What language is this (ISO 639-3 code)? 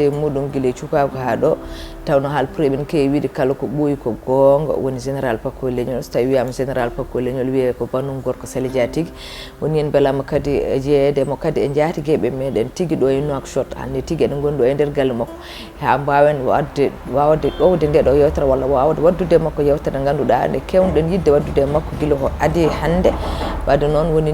ful